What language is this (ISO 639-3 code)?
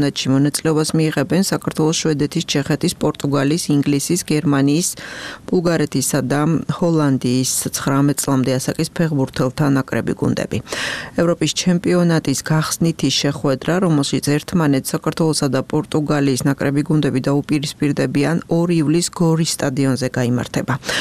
kat